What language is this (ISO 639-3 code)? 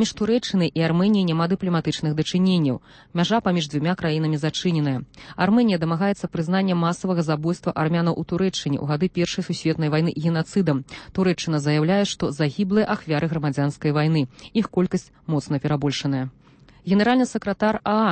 bel